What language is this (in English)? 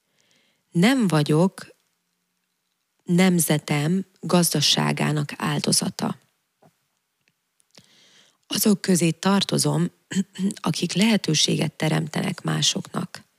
Hungarian